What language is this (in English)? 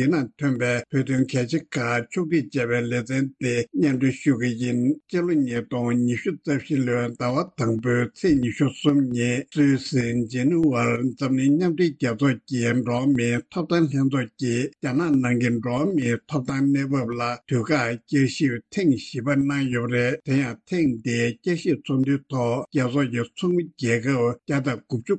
Tibetan